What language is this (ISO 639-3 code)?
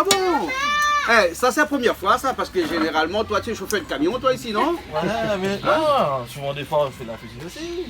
rcf